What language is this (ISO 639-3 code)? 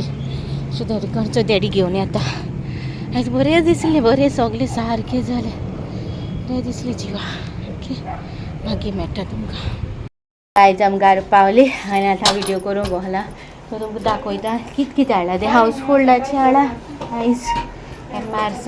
kok